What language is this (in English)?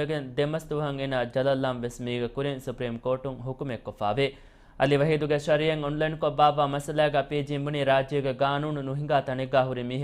Divehi